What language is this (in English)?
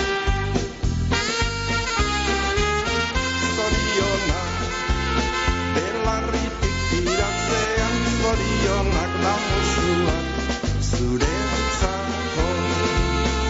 Basque